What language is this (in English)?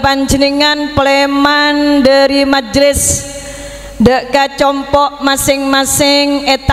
Madurese